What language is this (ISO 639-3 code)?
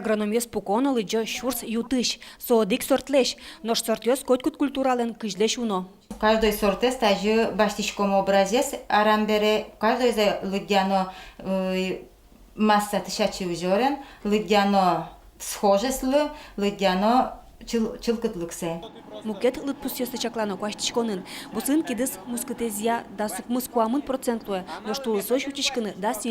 udm